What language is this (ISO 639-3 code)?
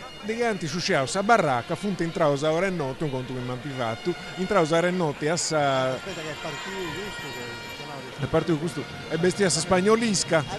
srd